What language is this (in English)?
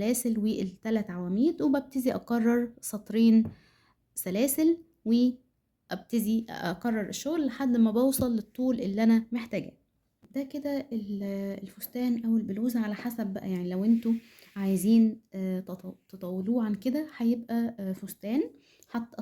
Egyptian Arabic